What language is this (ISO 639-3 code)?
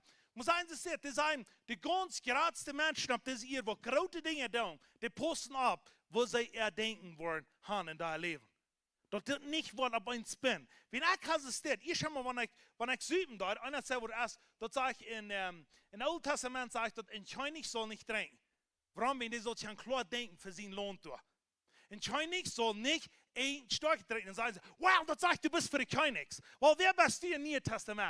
pdt